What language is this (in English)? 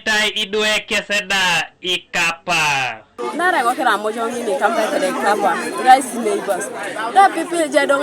Teso